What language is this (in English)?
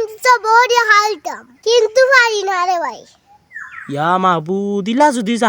Sylheti